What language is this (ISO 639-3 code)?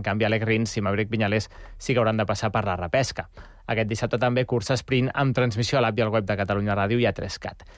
cat